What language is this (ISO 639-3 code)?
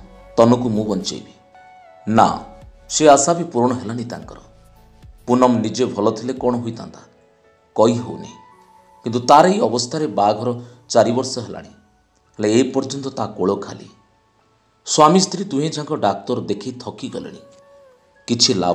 ori